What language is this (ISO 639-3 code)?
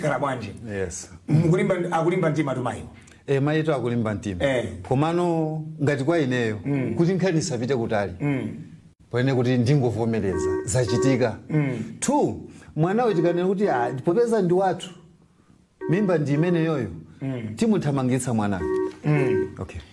nya